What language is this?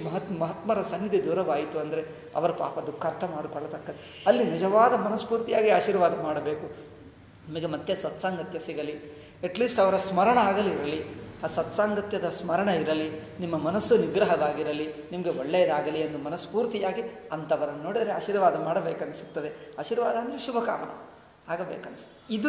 Kannada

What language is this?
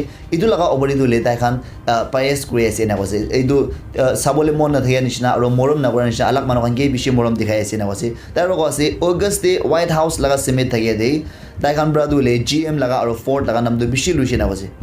Naga Pidgin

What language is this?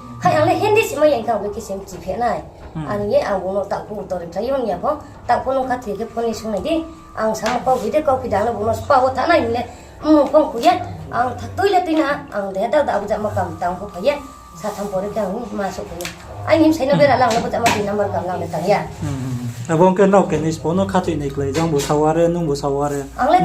Riang (India)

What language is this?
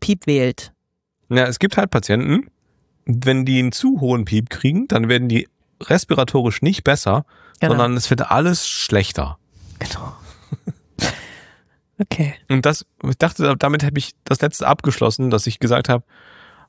German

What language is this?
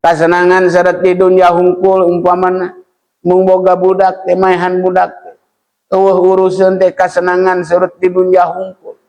Sundanese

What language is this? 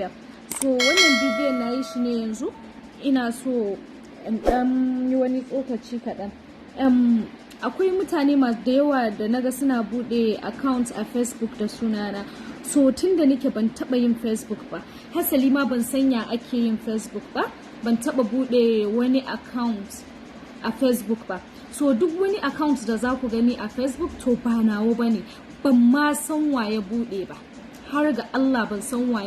Hausa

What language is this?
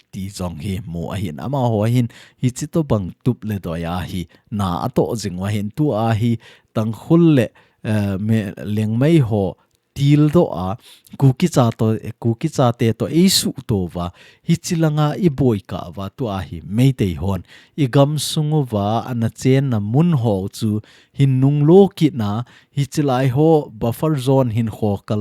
Thado Chin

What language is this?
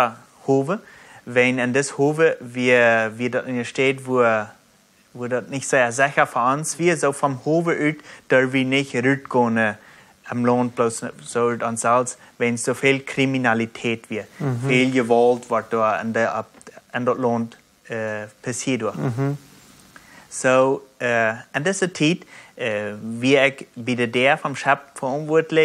Plautdietsch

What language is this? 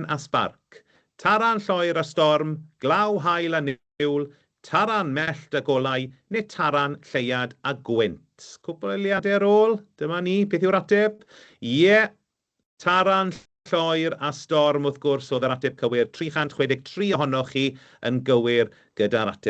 Welsh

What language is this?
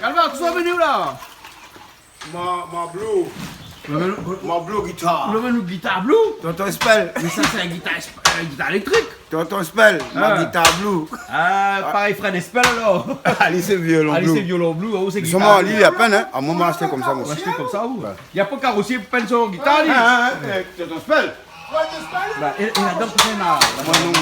Réunion Creole French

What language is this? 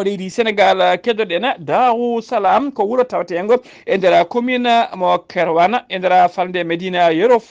Fula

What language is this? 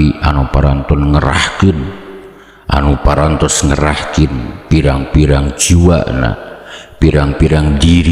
Sundanese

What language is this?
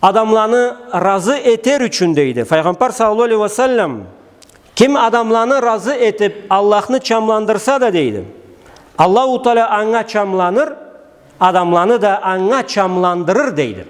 Karachay-Balkar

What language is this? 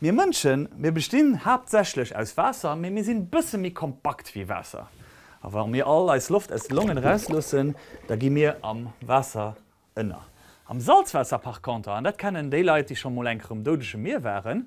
Luxembourgish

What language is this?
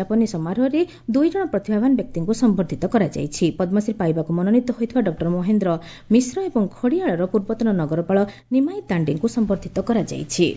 Odia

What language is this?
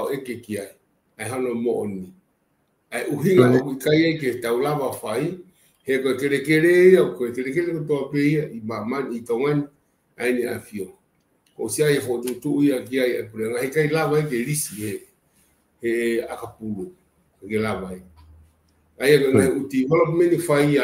Tongan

